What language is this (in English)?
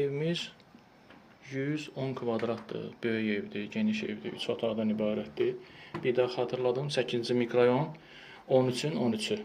Azerbaijani